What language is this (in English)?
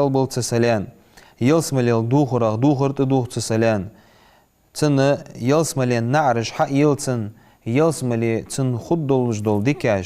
Ingush